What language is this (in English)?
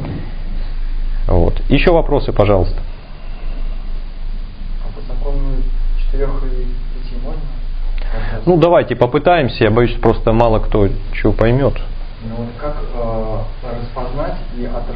Russian